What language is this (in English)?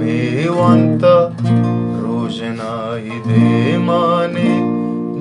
Baluchi